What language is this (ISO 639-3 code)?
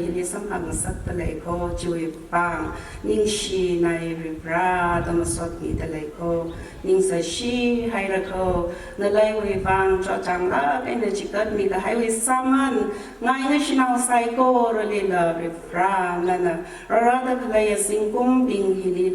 nmf